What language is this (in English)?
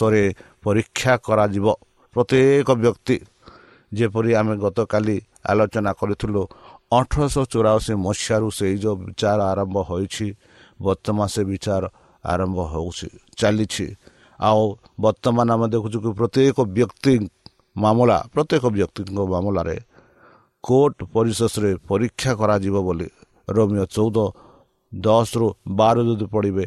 Odia